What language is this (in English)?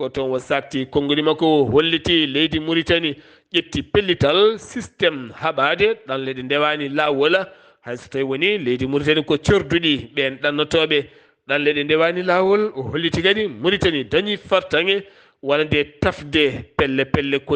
Fula